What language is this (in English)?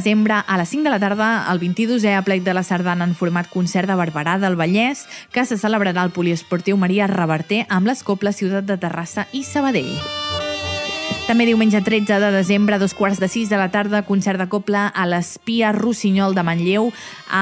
Catalan